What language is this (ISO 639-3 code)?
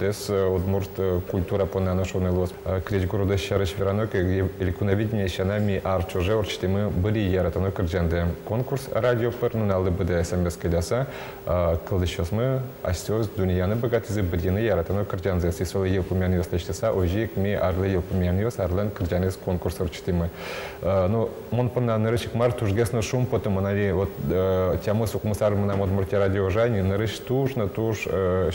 udm